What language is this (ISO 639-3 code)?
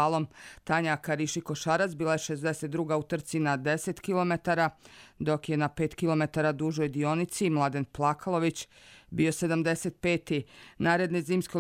bos